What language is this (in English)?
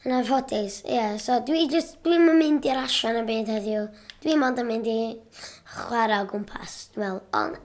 Welsh